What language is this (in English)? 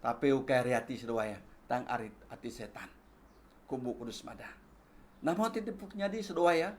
Iban